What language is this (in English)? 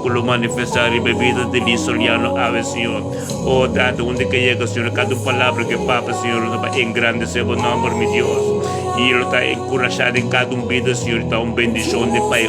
Papiamento